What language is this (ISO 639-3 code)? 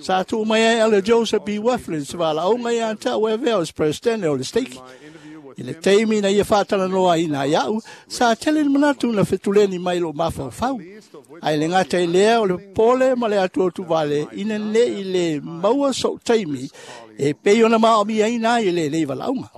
smo